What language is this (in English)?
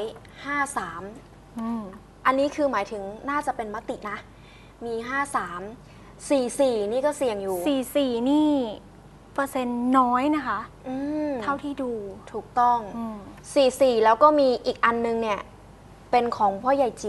Thai